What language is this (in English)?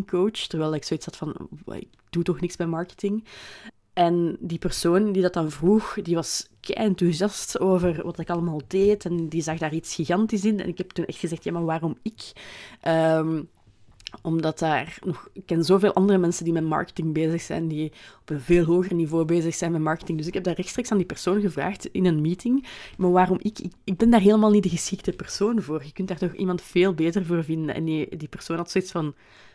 Dutch